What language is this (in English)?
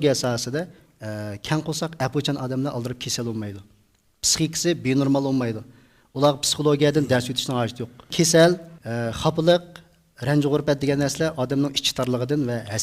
Uyghur